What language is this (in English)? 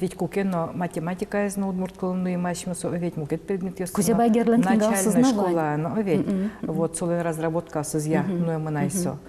Udmurt